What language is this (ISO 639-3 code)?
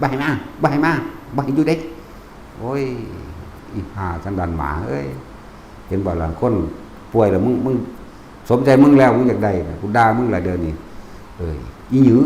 tts